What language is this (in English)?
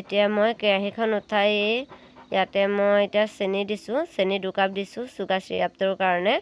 Assamese